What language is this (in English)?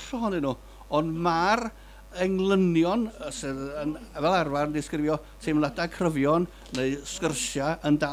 Welsh